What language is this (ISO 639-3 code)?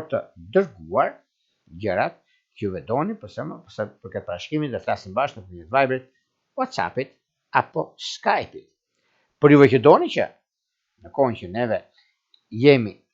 sqi